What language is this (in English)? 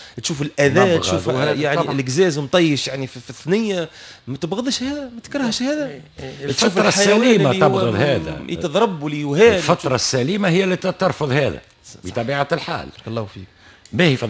Tunisian Arabic